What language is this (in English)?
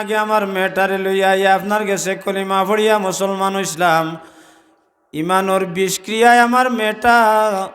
Sylheti